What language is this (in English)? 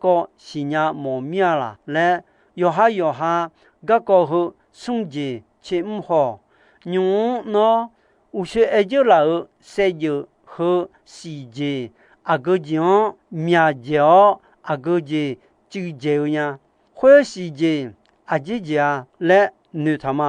Akha